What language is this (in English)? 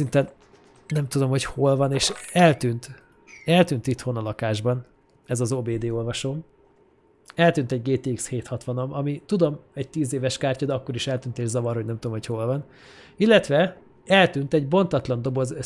Hungarian